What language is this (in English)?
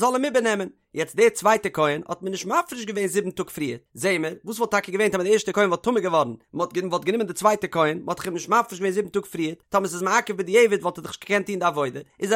Yiddish